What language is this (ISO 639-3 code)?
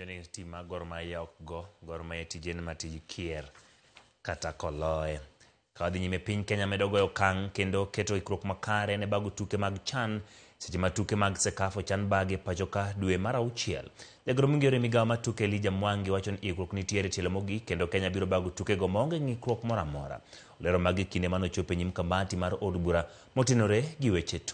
luo